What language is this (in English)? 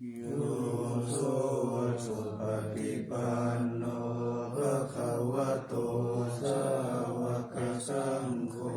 Pali